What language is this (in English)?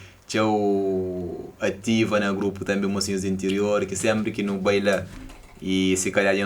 Kabuverdianu